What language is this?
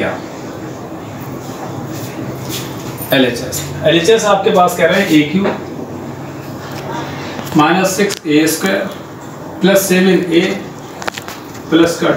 Hindi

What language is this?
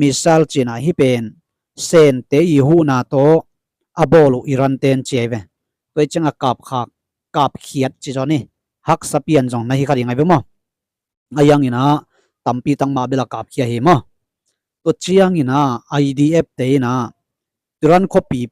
Tedim Chin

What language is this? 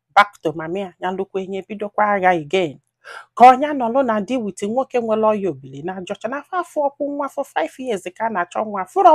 Igbo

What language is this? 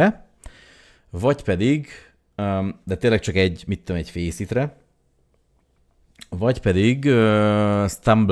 Hungarian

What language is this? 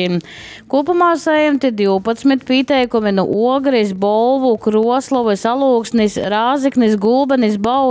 Latgalian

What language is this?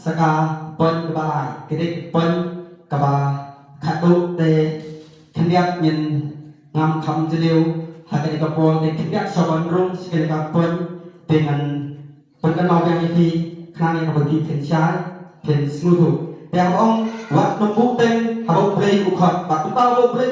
Khasi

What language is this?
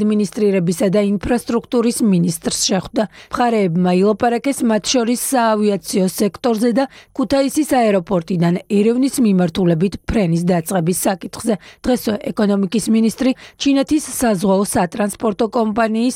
Georgian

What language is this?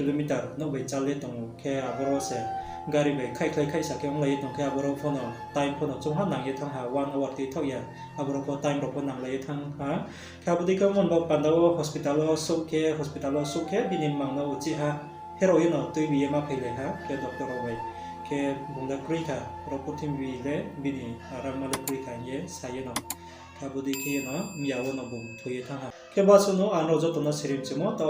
Riang (India)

